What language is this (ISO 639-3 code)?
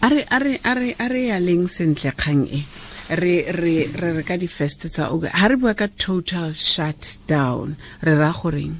tsn